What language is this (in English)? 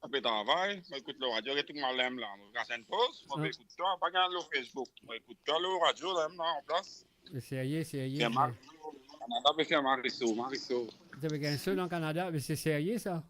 Morisyen